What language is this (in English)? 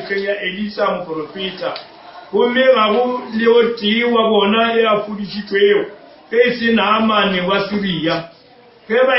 Northern Sotho